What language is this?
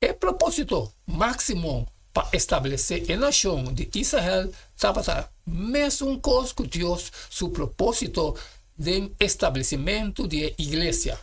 Papiamento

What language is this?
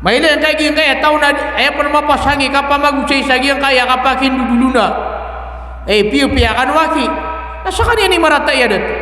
Maranao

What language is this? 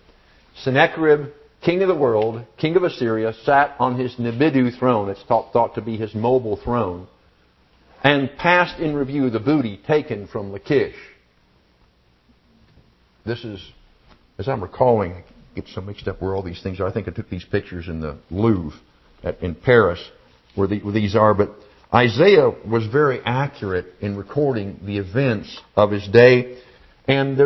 English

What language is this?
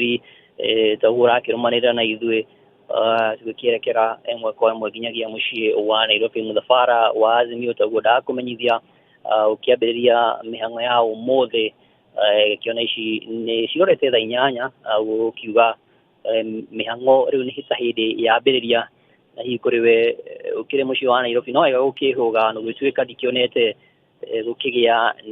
Kikuyu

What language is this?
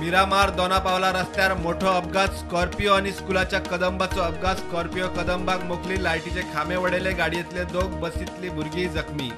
Konkani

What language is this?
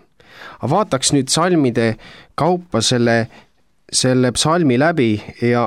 Estonian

